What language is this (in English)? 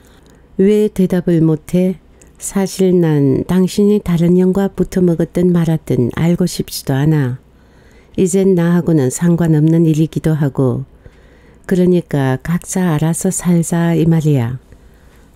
Korean